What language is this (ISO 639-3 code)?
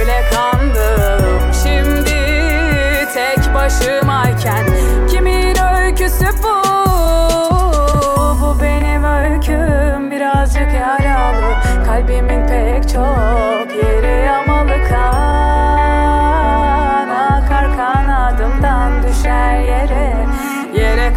tur